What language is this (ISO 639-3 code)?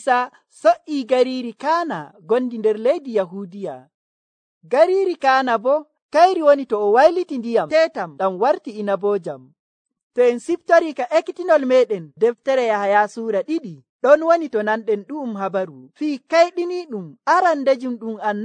fuv